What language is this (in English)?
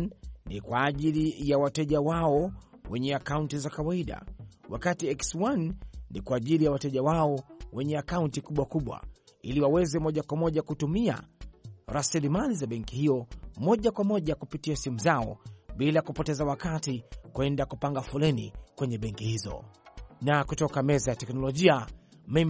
Swahili